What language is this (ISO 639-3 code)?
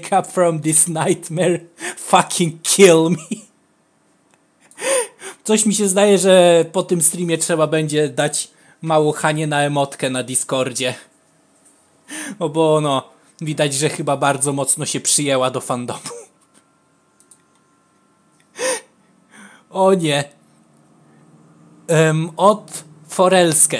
pol